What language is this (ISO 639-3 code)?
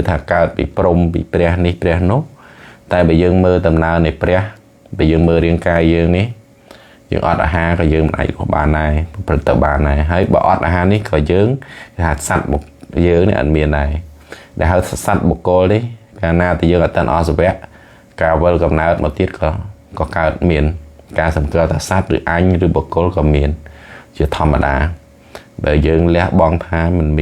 khm